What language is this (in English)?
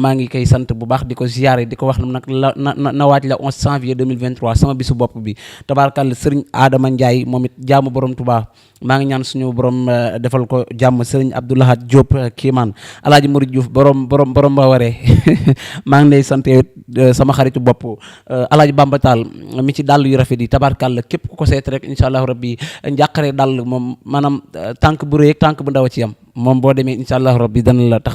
Wolof